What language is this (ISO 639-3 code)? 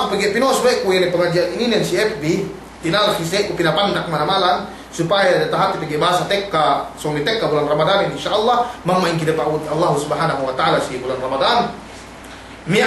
yka